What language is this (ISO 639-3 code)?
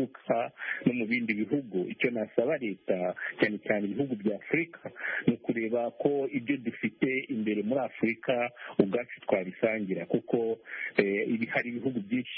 kin